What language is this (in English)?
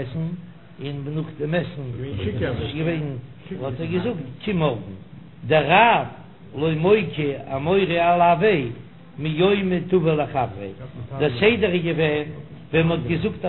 Yiddish